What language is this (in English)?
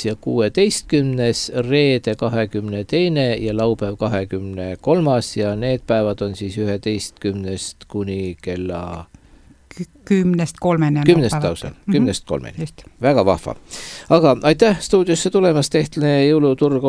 Estonian